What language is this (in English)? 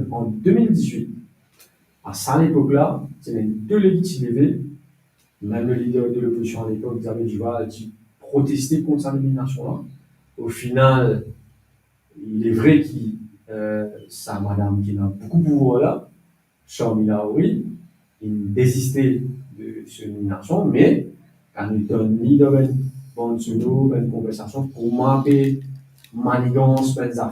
Morisyen